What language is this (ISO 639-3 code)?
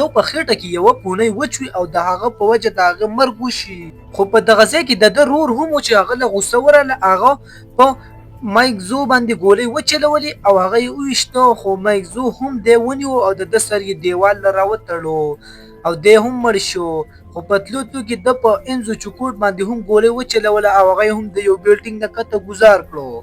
pus